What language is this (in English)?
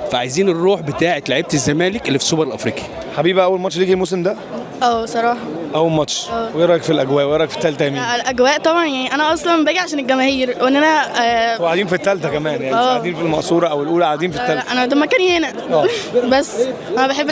Egyptian Arabic